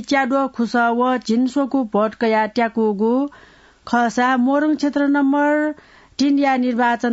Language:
Newari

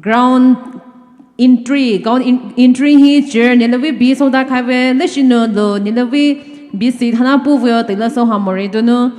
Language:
Poumei Naga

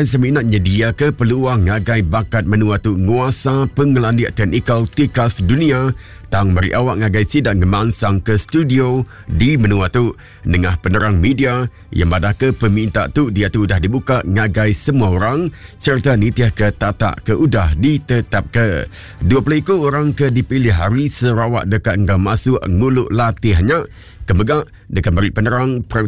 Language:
Iban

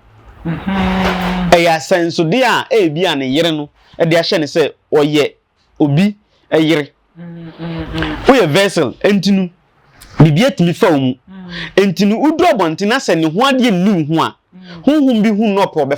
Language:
Akan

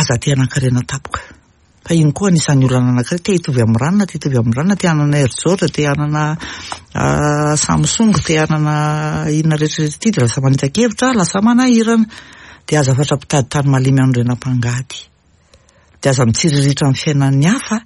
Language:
Malagasy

